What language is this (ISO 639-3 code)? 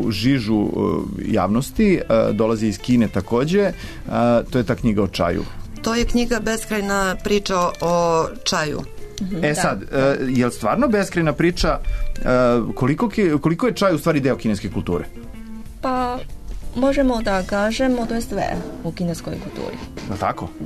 srp